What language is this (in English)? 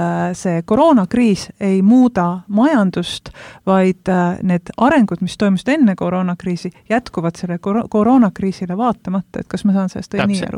Estonian